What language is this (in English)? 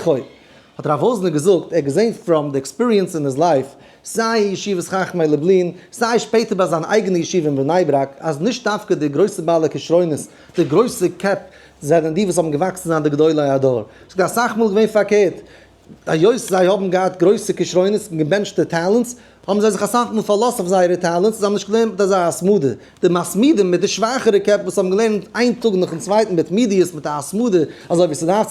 Yiddish